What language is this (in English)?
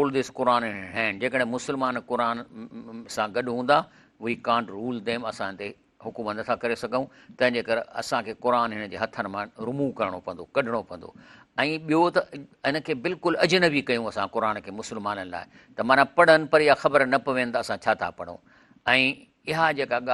Sindhi